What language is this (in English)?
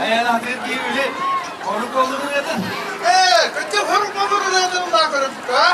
Yakut